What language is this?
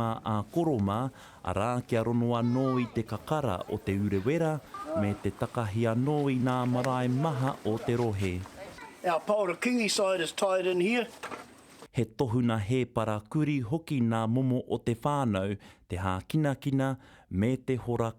Māori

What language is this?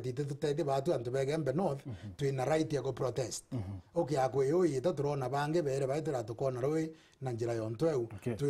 Meru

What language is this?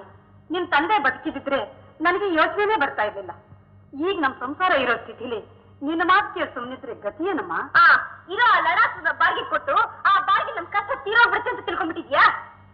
Kannada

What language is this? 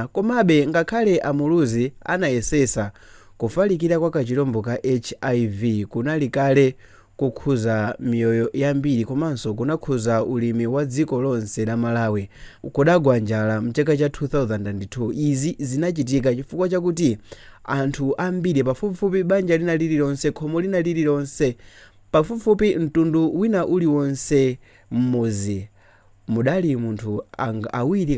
Nyanja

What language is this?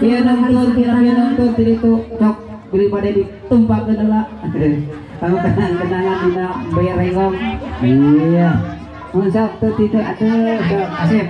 Sundanese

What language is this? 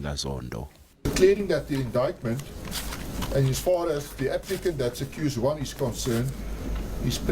Zulu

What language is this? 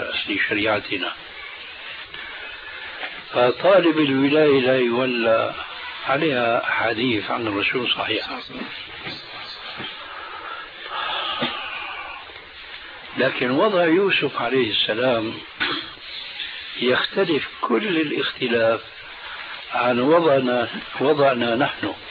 Arabic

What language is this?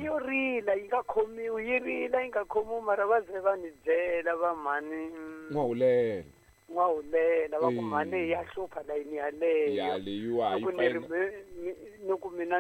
Tsonga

